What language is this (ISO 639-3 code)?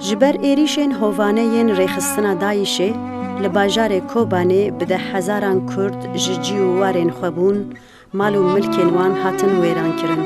kur